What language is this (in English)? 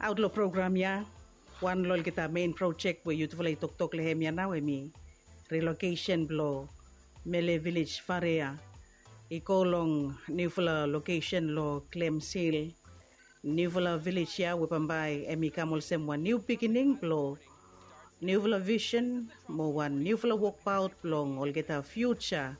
Bislama